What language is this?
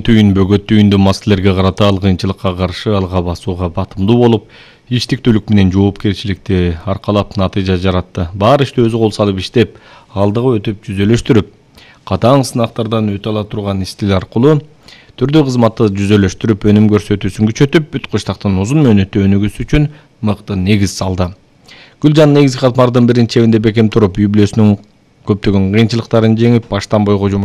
Kyrgyz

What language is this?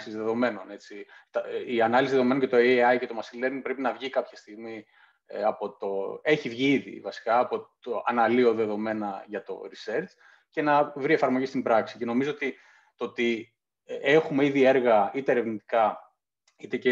Greek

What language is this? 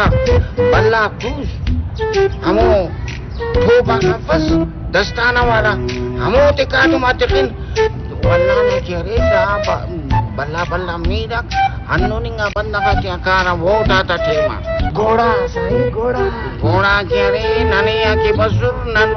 Brahui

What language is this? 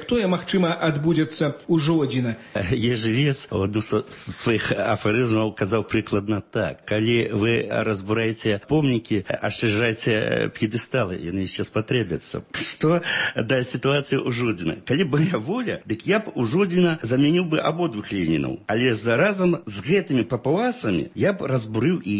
Belarusian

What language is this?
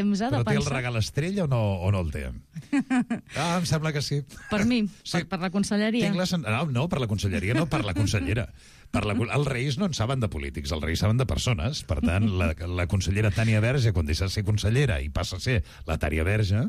Catalan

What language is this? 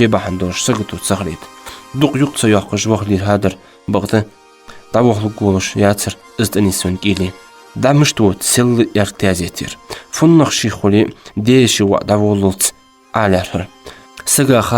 Ingush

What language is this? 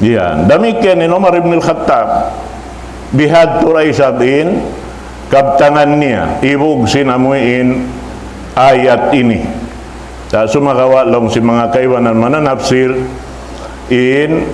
Tausug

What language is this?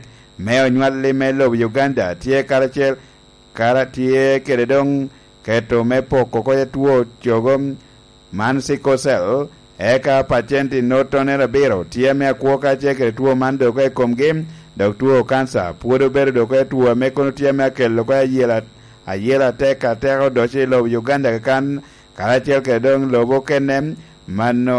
Lango (Uganda)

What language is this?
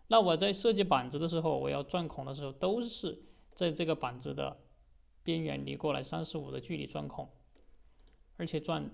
Chinese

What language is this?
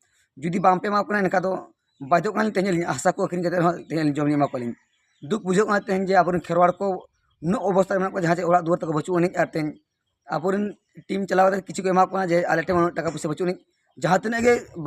Santali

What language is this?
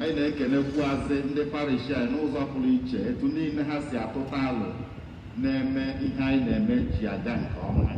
Igbo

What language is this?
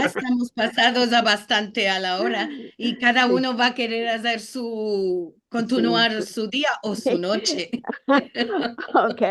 Ladino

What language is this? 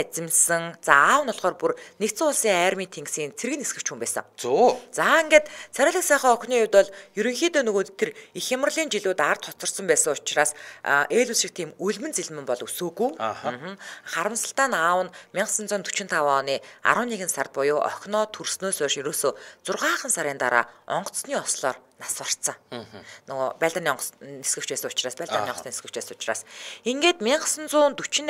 Mongolian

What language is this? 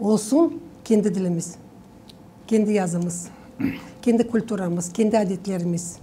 Gagauz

